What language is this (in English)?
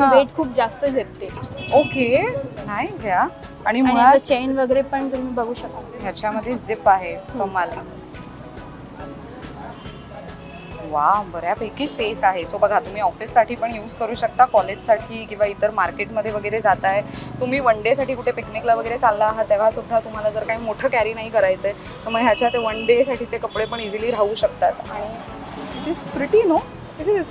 Marathi